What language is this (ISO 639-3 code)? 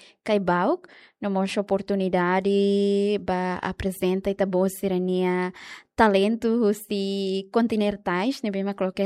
tet